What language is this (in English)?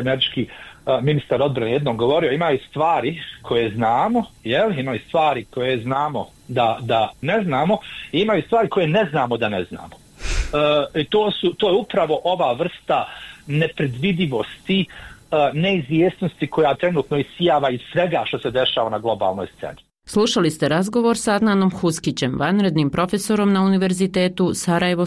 Bosnian